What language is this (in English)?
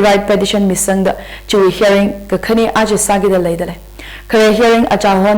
Tangkhul Naga (India)